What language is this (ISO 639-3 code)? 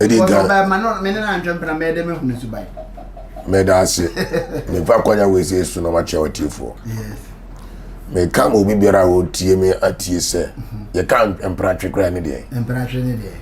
aka